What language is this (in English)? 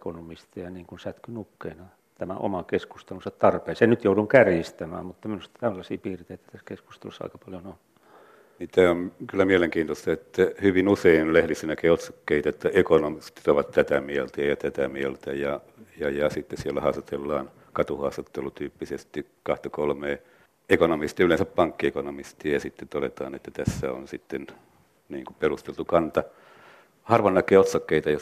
Finnish